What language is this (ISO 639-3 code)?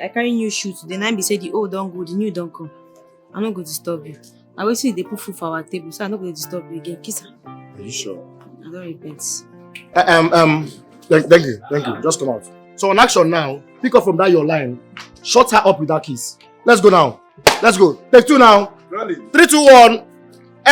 pcm